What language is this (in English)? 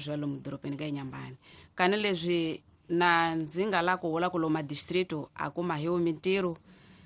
Tsonga